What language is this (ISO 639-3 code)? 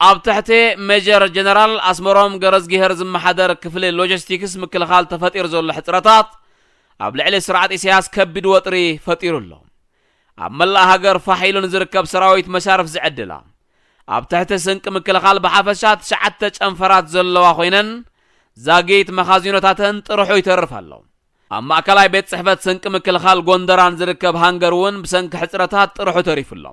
tir